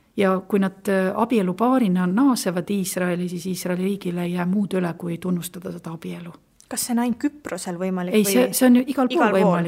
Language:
Estonian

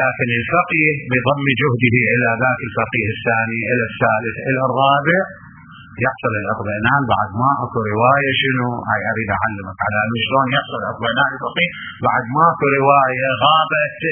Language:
Mesopotamian Arabic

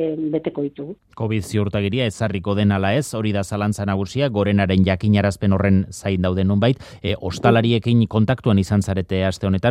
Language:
Basque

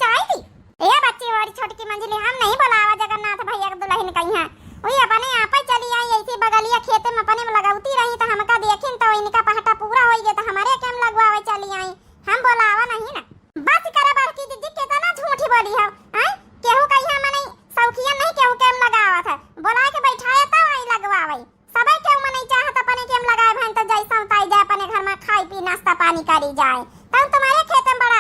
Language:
Awadhi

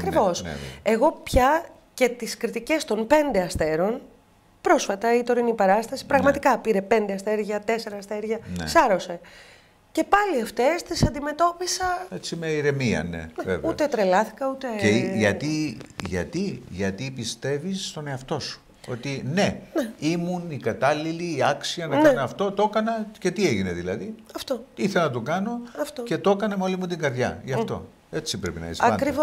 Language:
Greek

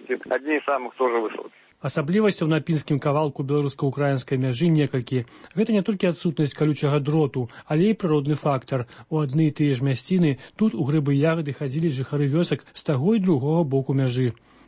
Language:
Belarusian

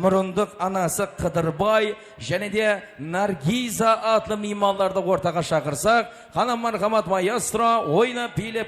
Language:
Kara-Kalpak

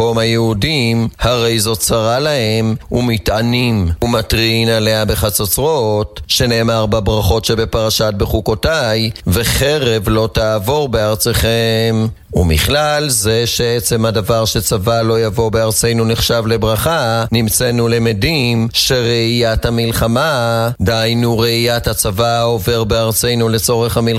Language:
Hebrew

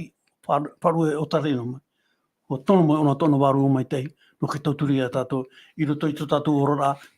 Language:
Tahitian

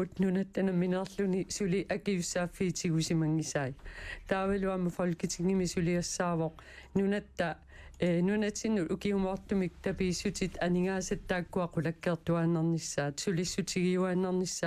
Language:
Kalaallisut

